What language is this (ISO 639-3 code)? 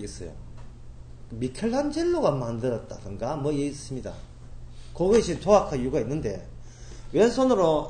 kor